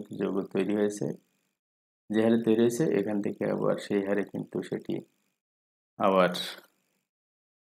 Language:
Bangla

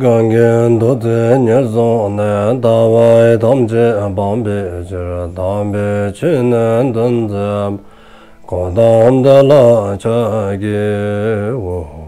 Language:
Dzongkha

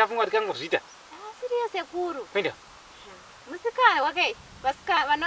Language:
Shona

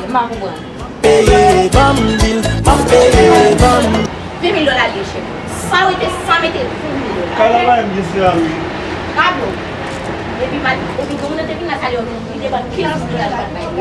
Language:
Haitian Creole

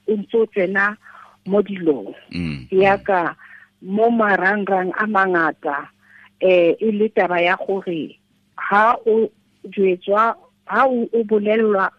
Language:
Tswana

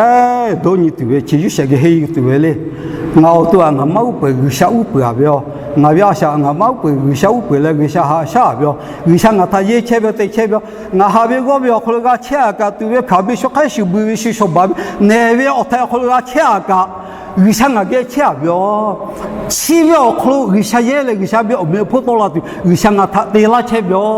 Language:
Lahu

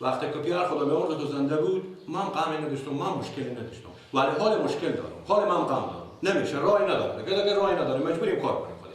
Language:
Persian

